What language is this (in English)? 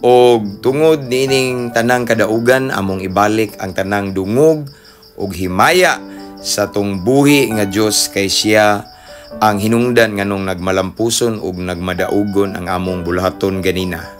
Cebuano